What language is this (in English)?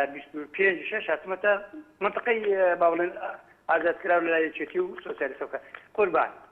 Central Kurdish